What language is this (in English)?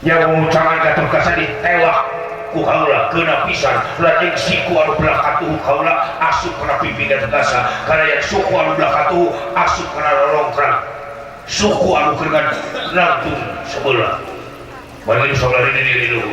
Sundanese